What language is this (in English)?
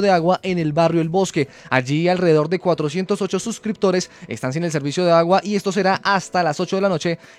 Spanish